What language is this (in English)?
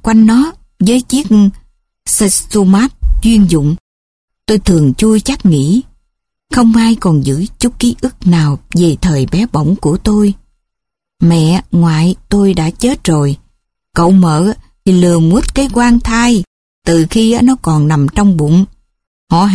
Vietnamese